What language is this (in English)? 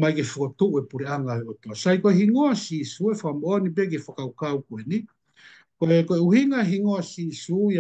Tongan